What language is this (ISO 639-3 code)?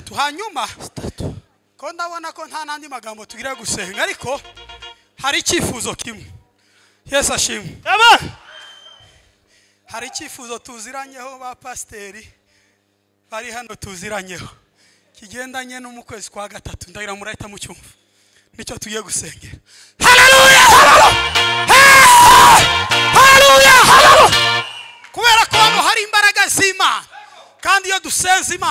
kin